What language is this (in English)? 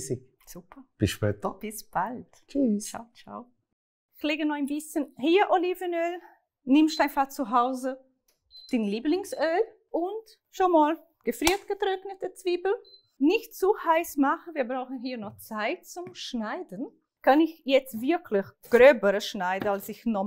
Swiss German